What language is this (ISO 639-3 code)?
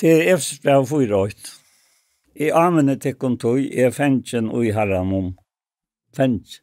fao